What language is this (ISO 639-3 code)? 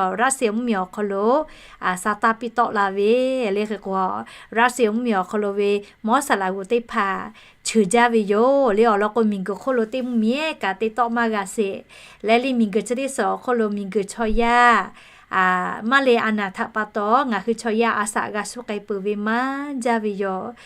lhu